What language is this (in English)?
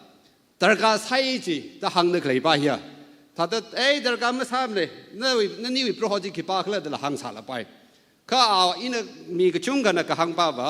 Tangkhul Naga (India)